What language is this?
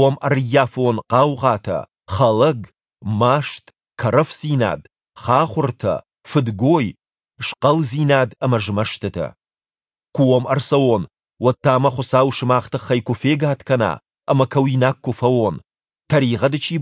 Ossetic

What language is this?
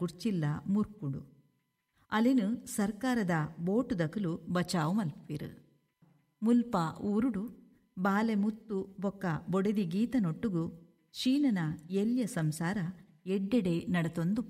Tulu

